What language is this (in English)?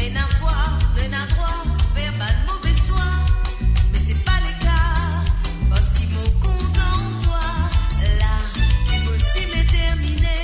Morisyen